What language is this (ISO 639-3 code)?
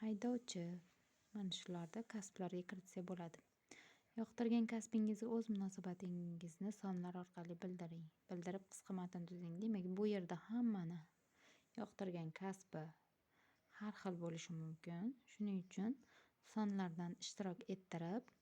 uzb